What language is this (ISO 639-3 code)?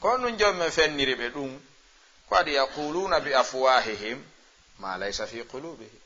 ful